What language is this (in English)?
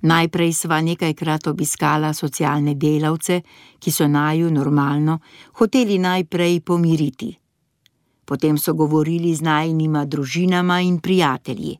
Slovenian